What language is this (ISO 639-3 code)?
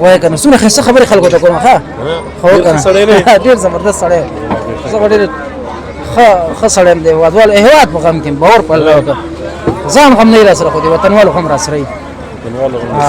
pus